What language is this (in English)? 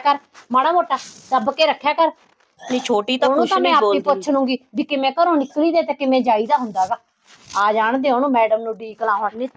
Punjabi